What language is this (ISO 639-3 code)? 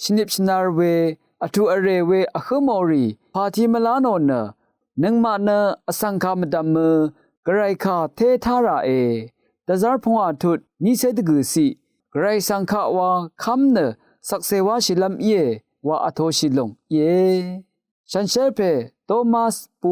raw